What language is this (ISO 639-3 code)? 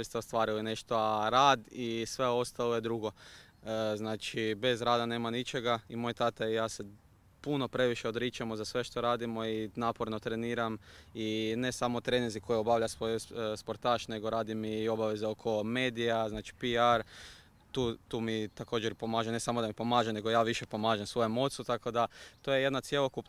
hrv